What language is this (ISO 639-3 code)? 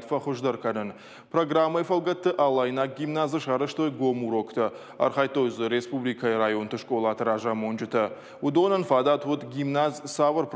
oss